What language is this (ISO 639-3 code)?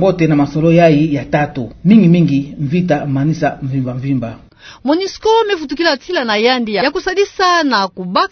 ktu